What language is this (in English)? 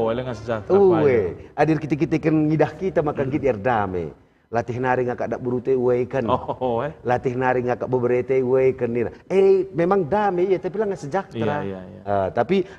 Batak Karo